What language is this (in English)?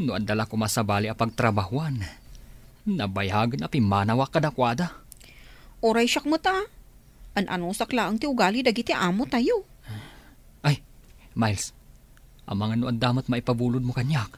Iloko